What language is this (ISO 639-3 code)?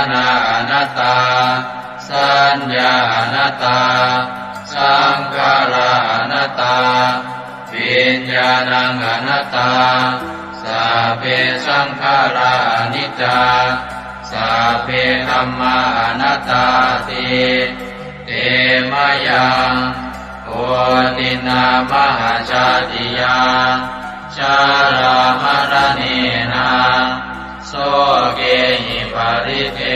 pli